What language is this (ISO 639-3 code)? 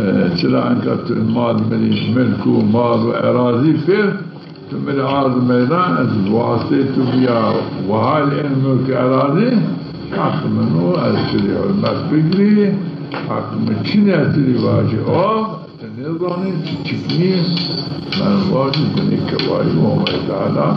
zza